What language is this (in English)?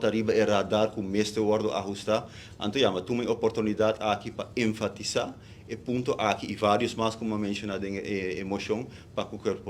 Papiamento